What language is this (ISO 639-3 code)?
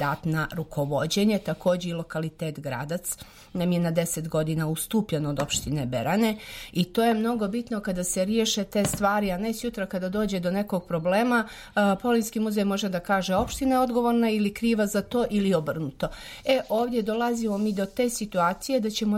srp